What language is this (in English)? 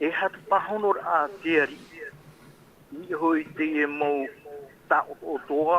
Tahitian